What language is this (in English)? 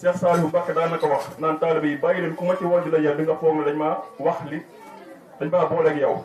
Wolof